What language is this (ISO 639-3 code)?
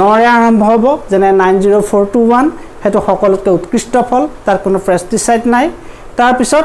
asm